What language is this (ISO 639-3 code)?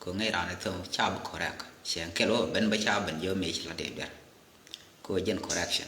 nus